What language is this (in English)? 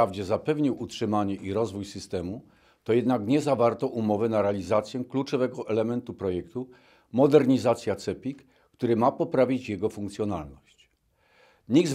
Polish